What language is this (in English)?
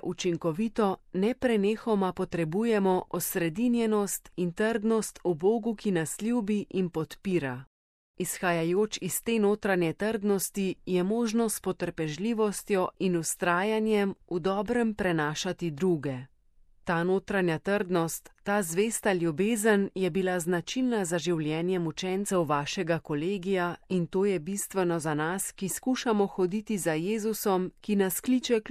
Slovenian